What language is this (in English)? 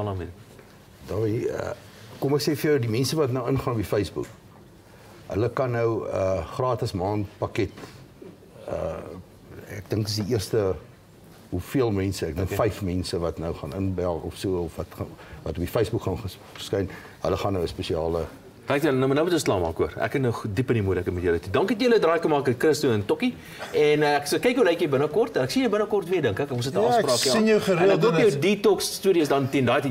Afrikaans